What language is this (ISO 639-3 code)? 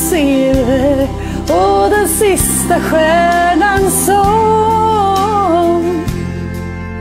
swe